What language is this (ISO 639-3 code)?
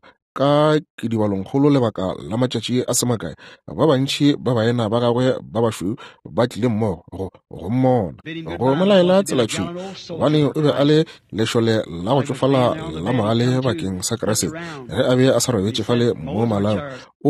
nso